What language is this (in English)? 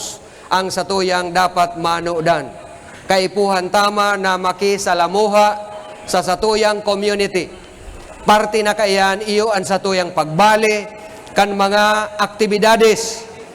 Bikol